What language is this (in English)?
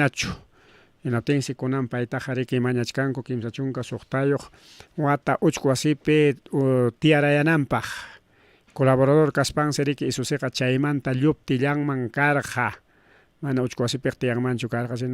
Ayacucho Quechua